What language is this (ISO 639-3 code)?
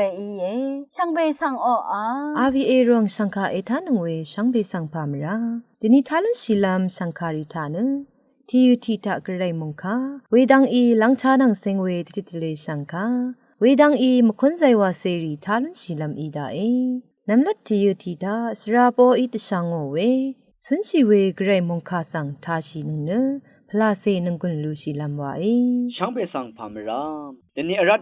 raw